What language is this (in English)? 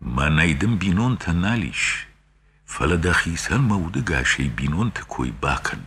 Ossetic